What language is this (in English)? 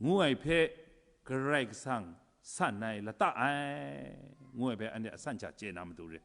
Kachin